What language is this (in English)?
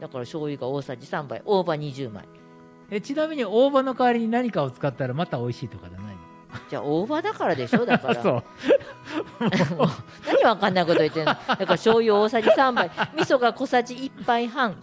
Japanese